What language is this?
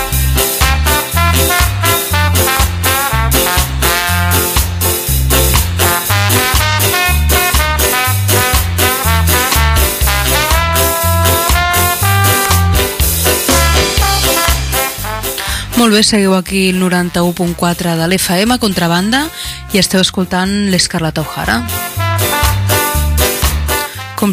Catalan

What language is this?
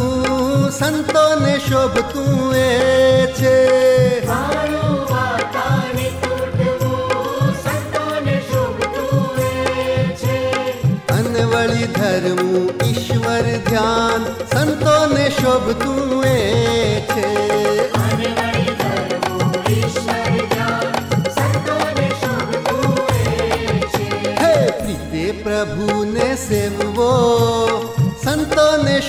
Gujarati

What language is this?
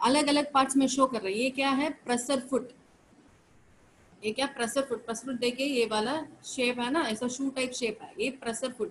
Hindi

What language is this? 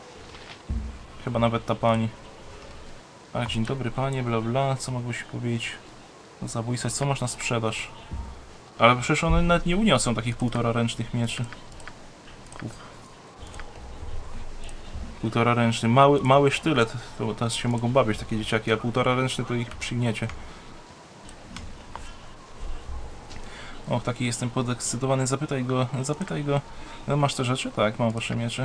Polish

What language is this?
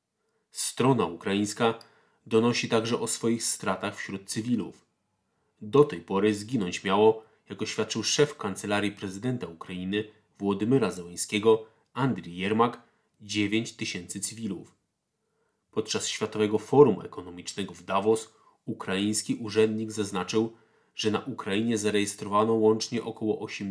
Polish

